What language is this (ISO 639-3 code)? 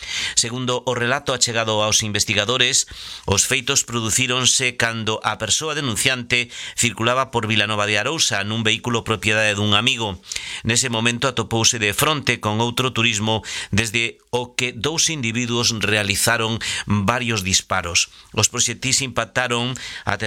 glg